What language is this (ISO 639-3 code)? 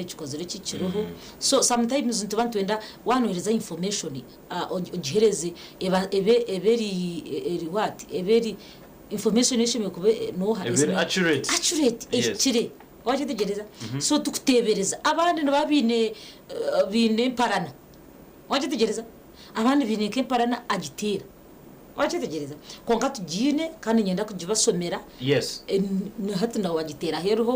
nyn